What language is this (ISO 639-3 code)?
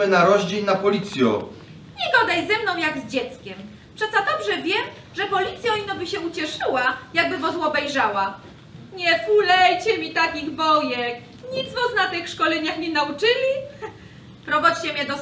szl